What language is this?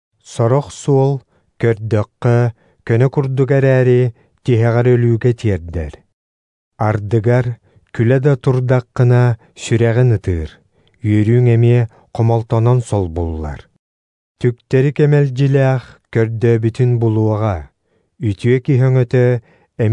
Yakut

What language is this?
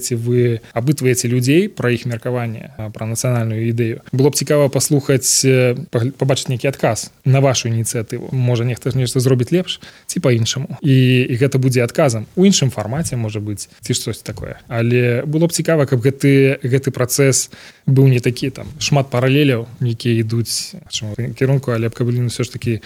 Belarusian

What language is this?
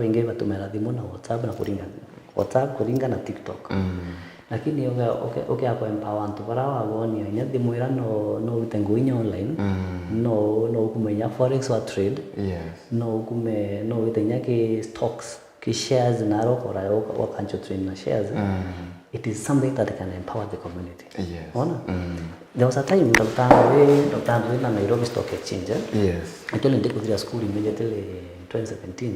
Meru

